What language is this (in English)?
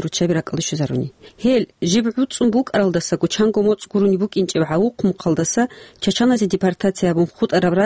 Avaric